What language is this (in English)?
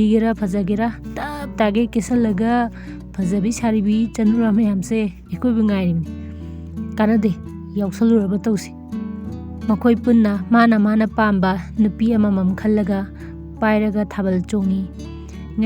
Manipuri